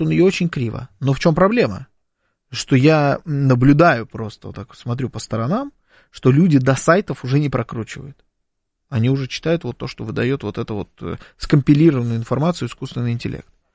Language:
Russian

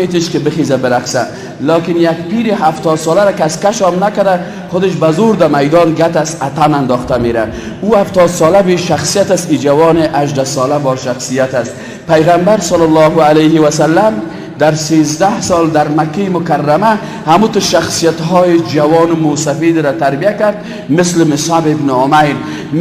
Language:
Persian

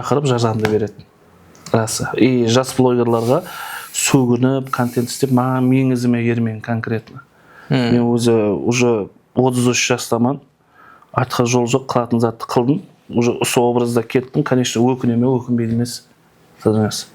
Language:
Kara-Kalpak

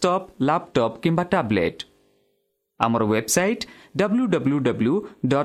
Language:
Odia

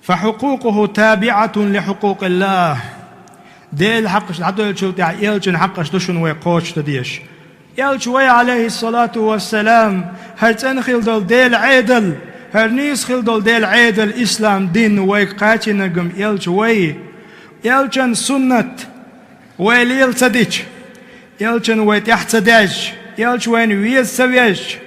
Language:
Chechen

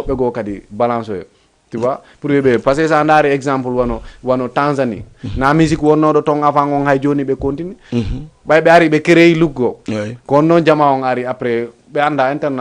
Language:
Fula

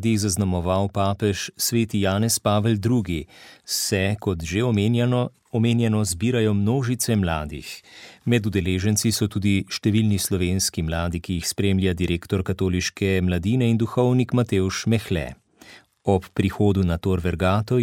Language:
Slovenian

